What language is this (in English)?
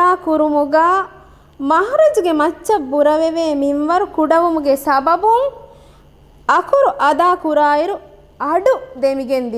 Divehi